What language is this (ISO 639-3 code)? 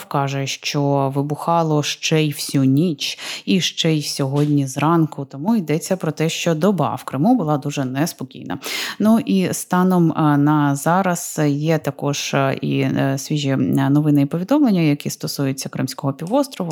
ukr